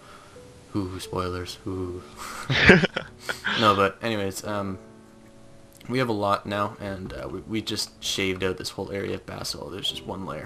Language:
English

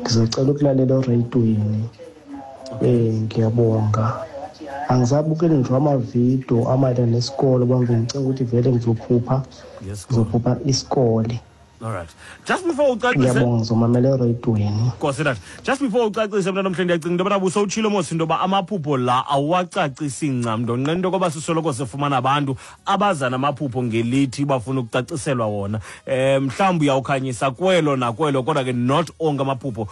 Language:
Xhosa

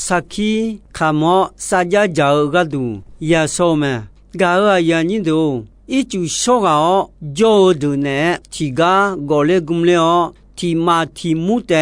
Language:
Akha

